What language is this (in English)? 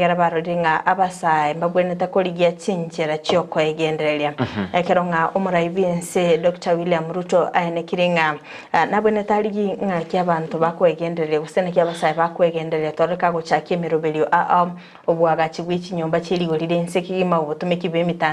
Gusii